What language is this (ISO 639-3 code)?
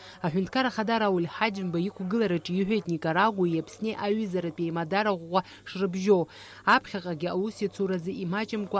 abk